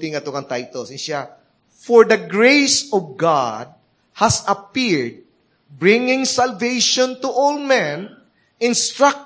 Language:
Cebuano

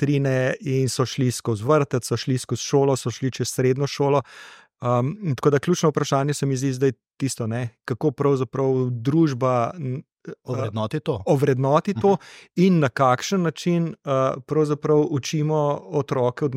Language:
Slovenian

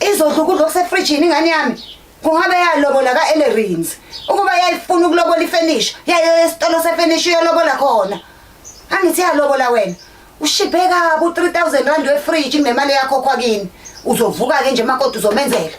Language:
Zulu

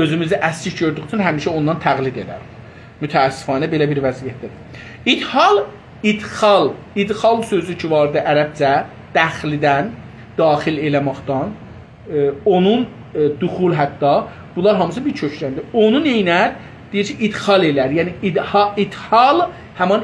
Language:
South Azerbaijani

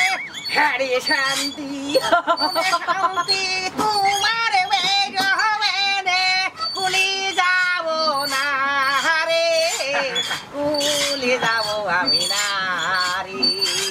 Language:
Bangla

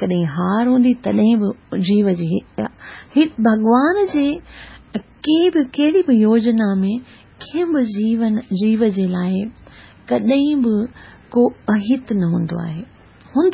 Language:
Sindhi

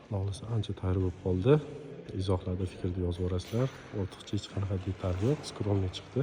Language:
Uzbek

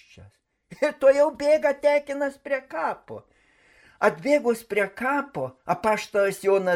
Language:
Lithuanian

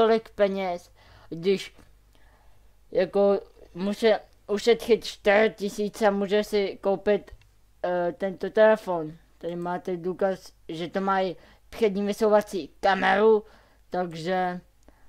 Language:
Czech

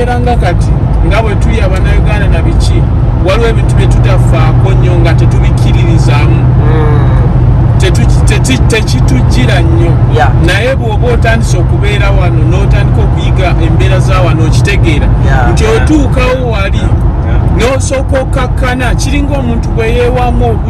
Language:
Ganda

